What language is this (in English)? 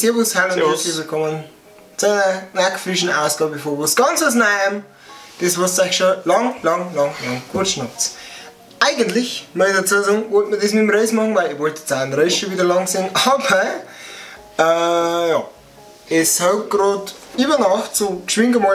Bavarian